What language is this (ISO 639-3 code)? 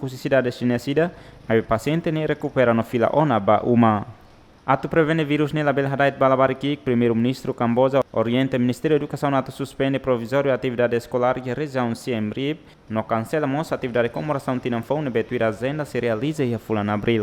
tet